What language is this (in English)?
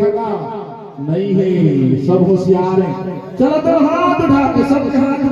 Chhattisgarhi